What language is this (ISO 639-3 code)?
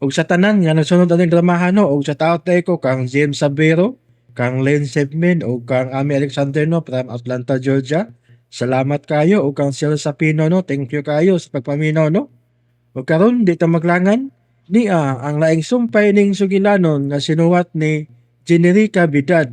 ceb